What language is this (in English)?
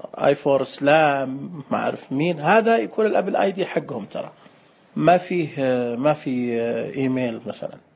Najdi Arabic